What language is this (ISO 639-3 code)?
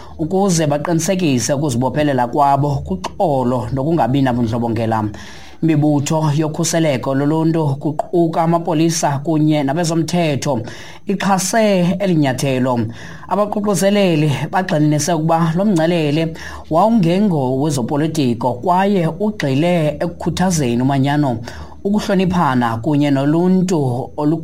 xho